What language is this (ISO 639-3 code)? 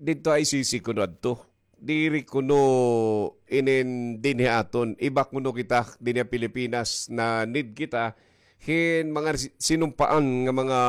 war